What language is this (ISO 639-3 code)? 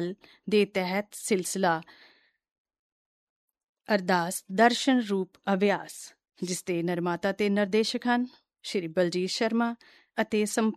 pan